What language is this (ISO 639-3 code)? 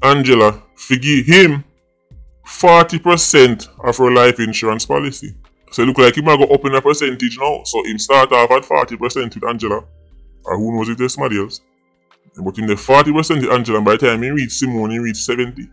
jam